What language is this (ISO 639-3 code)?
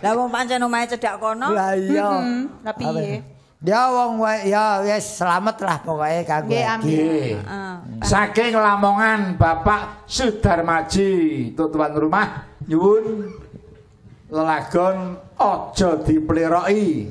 jav